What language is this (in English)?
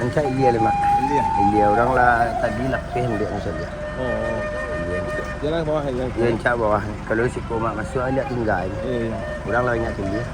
Minangkabau